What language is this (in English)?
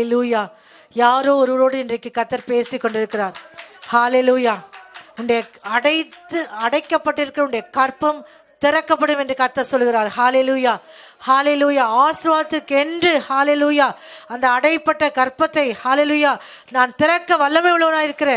Tamil